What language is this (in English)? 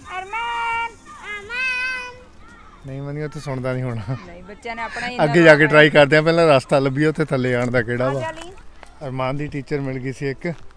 Punjabi